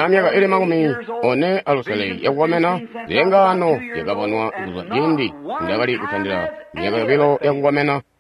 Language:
Tonga (Zambia)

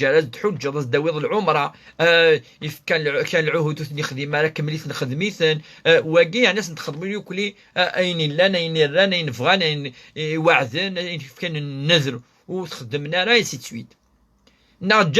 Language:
Kabyle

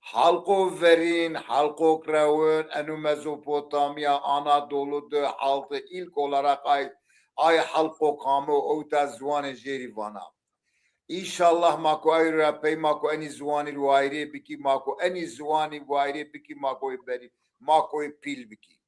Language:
Zaza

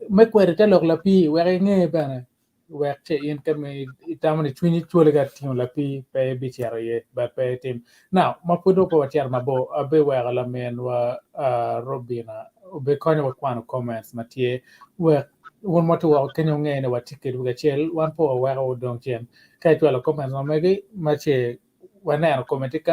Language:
Acoli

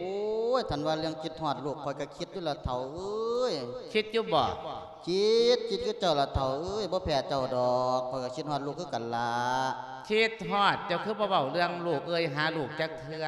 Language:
Lao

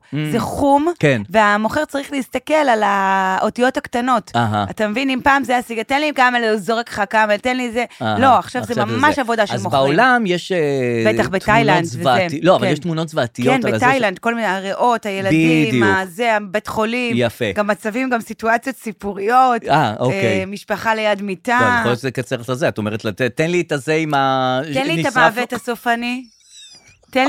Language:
Hebrew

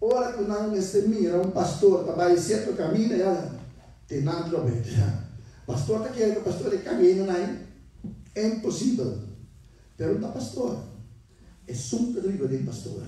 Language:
Papiamento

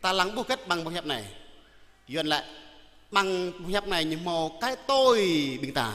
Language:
Jarai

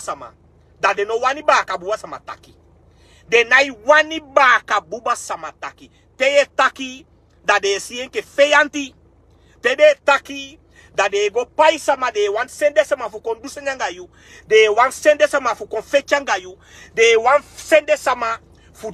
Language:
Sranan Tongo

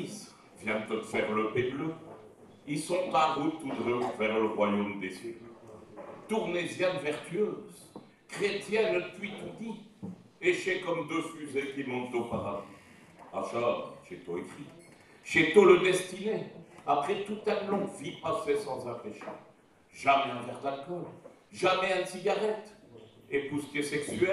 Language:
Picard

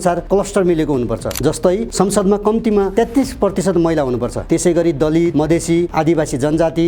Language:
Nepali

